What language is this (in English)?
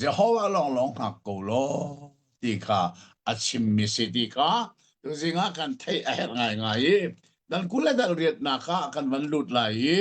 Hakha Chin